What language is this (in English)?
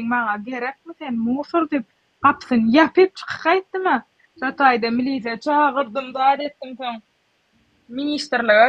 Turkmen